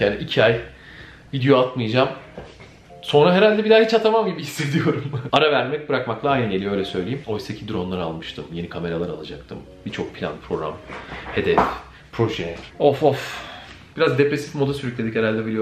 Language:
Turkish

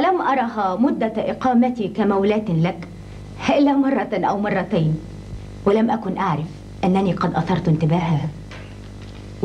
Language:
Arabic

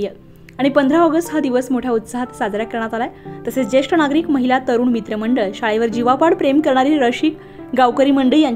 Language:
Marathi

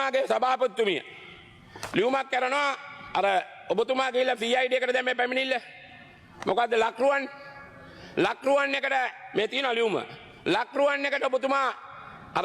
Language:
Sinhala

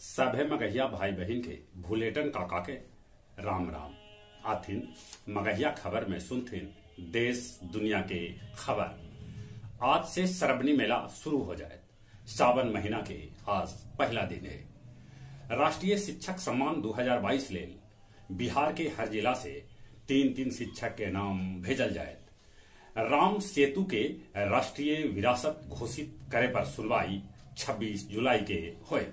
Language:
Magahi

